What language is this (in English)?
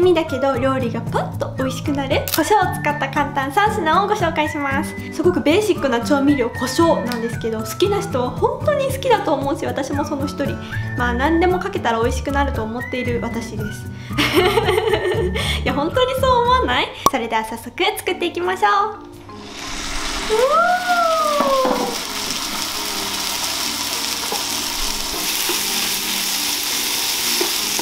Japanese